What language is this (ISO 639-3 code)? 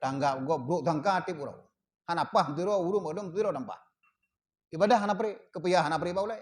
ace